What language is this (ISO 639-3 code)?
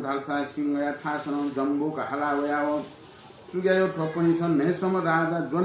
new